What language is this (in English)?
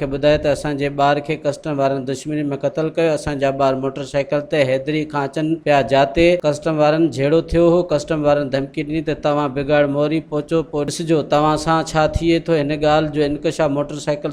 Sindhi